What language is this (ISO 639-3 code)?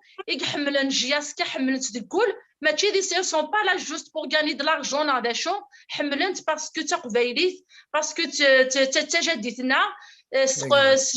kab